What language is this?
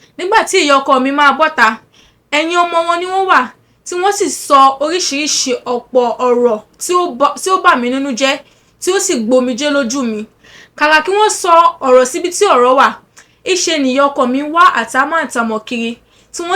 Yoruba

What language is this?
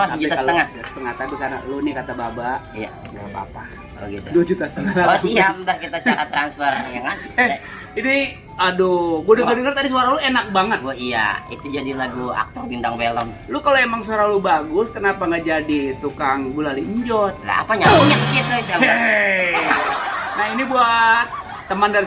Betawi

